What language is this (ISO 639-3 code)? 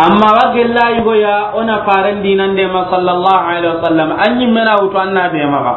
snk